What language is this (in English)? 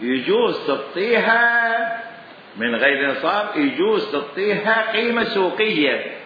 Mesopotamian Arabic